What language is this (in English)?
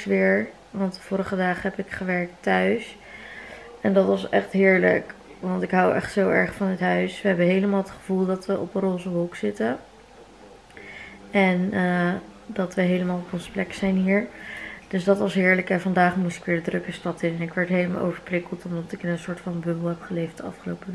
Dutch